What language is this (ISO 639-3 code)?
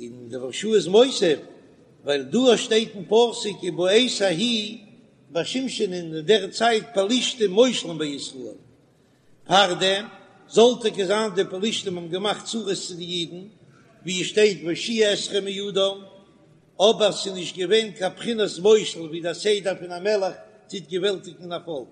yid